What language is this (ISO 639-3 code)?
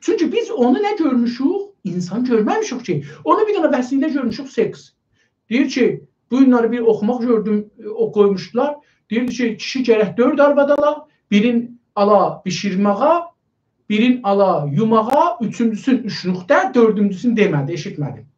azb